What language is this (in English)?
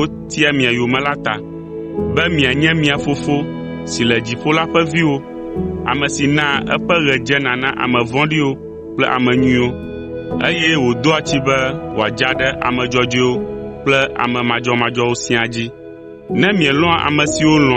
Ewe